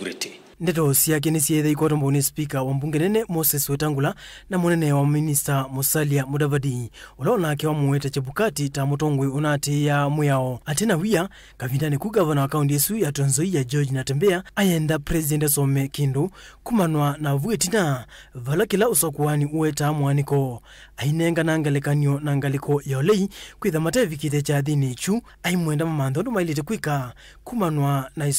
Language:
Kamba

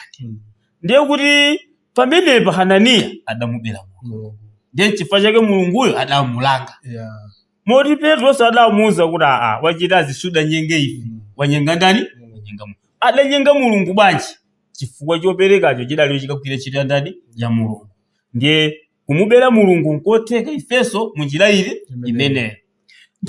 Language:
Nyanja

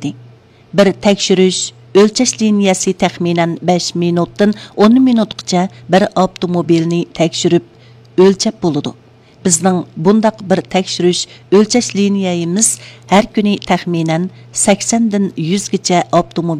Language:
Uyghur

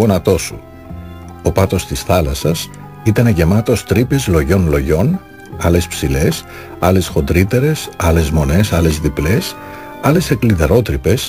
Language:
Greek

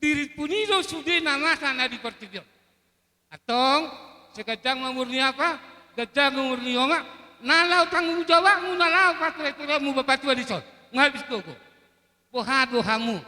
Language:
Batak Toba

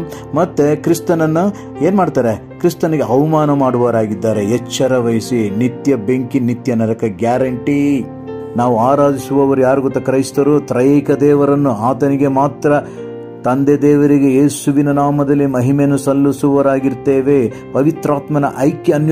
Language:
Kannada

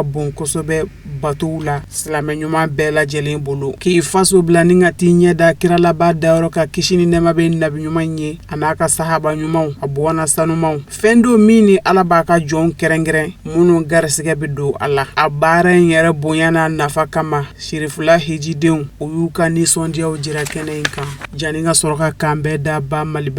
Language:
Bambara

